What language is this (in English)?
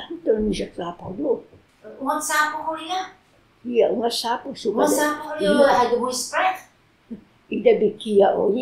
Taroko